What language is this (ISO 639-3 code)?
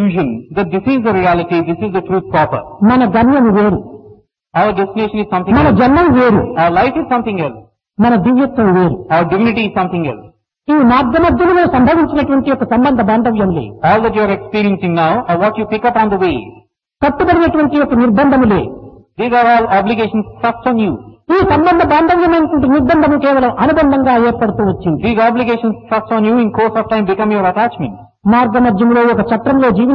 tel